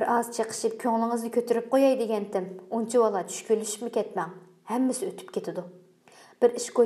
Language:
Uyghur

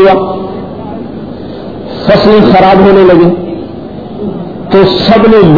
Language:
Urdu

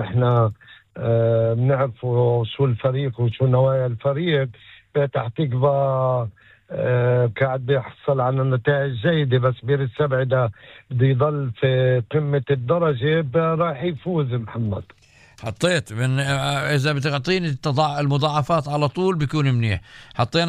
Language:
North Levantine Arabic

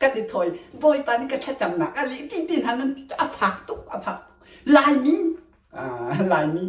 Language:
Hakha Chin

